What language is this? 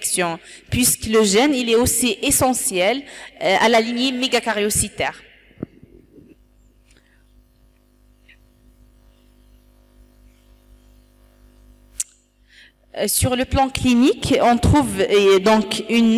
French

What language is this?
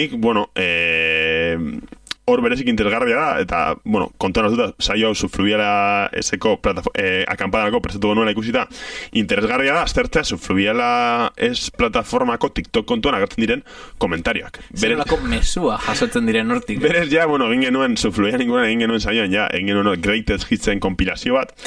Basque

